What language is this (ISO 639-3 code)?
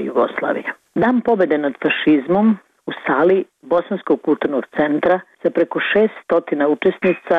bos